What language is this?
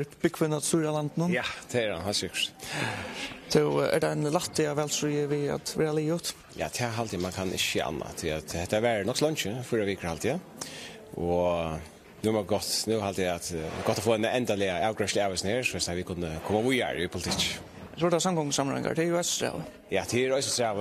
Faroese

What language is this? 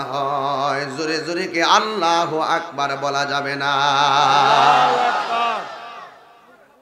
Bangla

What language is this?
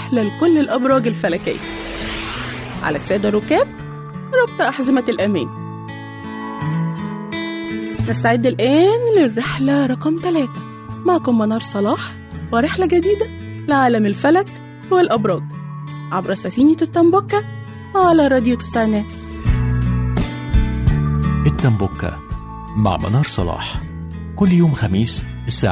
Arabic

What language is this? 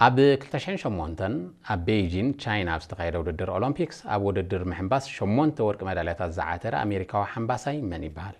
Tigrinya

